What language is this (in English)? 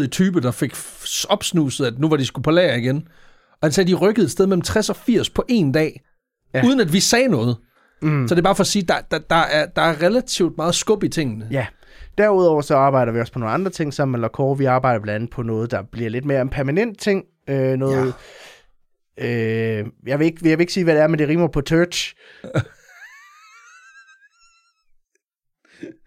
Danish